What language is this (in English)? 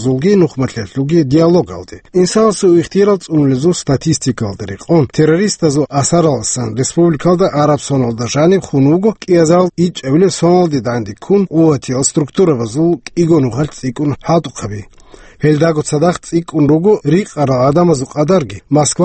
Avaric